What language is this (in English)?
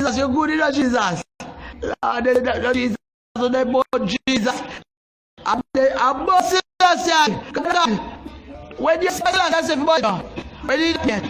Jamaican Creole English